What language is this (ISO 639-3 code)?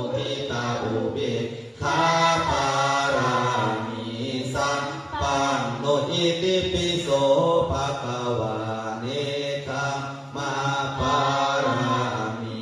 pli